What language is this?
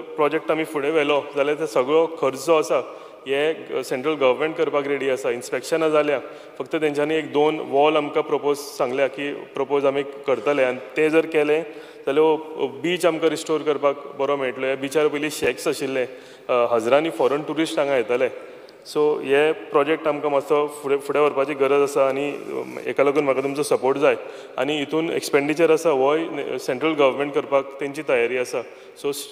Konkani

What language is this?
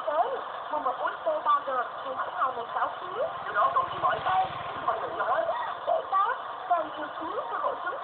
Vietnamese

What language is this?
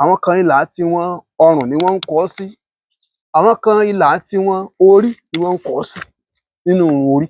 Yoruba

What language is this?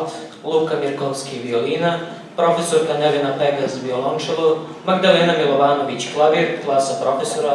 Serbian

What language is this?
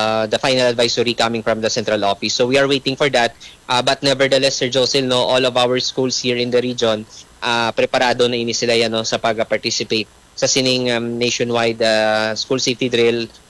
Hiligaynon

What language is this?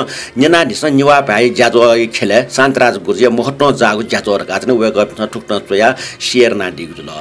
Newari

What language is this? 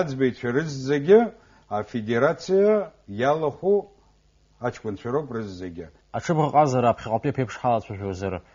Abkhazian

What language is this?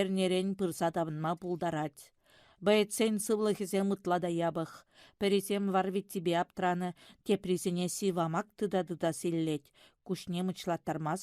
Chuvash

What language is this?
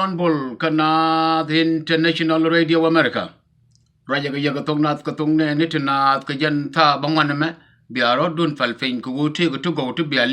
Nuer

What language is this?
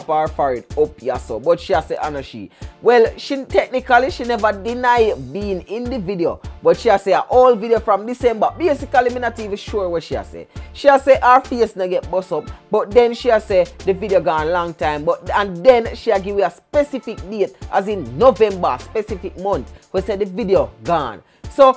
Jamaican Creole English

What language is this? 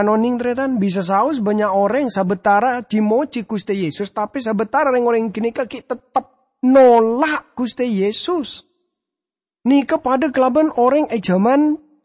Madurese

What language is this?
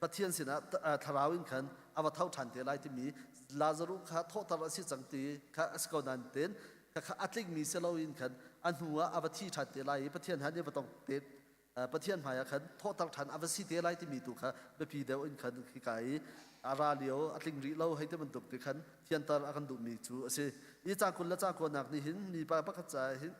Hakha Chin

